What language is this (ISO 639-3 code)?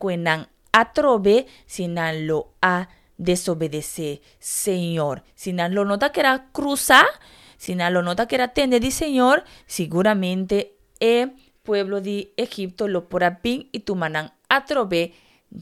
pap